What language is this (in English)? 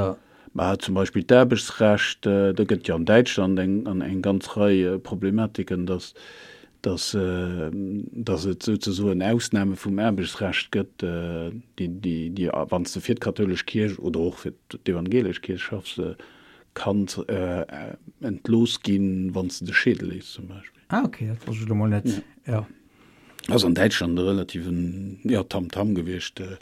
Luxembourgish